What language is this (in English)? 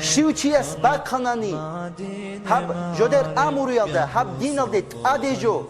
Avaric